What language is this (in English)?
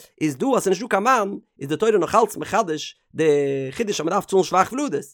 Yiddish